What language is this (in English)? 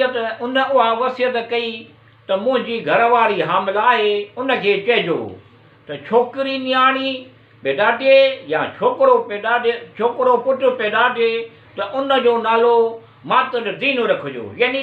Sindhi